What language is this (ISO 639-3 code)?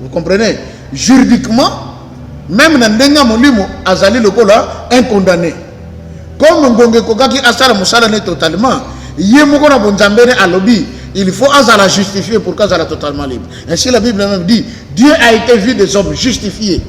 lin